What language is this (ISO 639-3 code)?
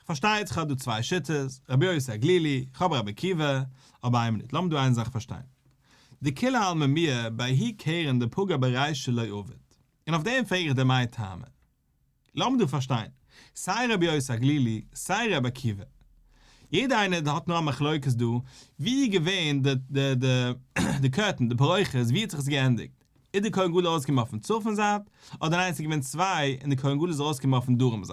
yid